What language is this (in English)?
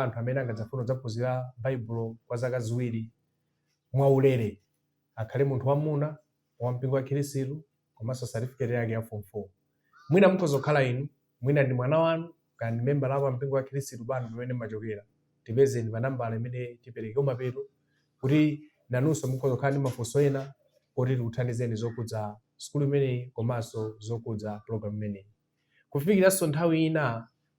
Nyanja